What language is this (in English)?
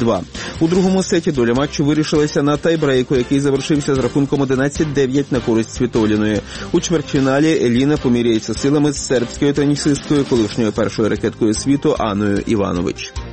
Ukrainian